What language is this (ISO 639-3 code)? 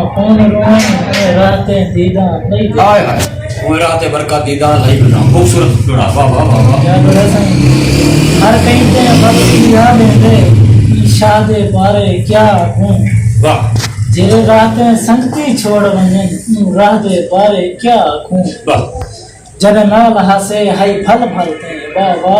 skr